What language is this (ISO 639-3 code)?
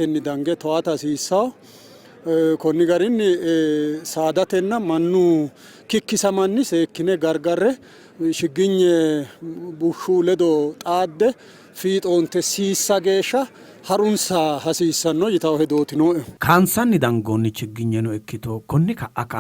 sid